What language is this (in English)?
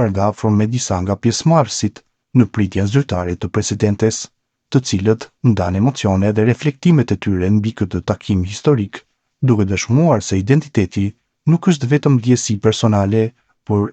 Albanian